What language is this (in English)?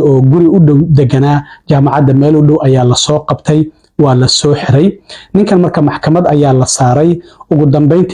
Somali